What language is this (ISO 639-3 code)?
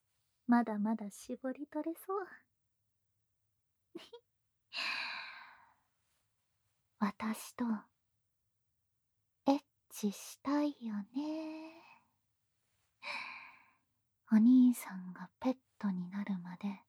jpn